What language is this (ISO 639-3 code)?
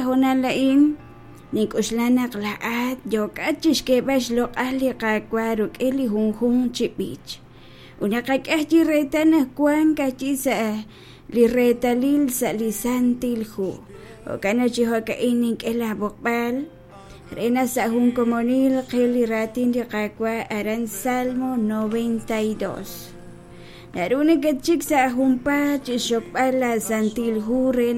kek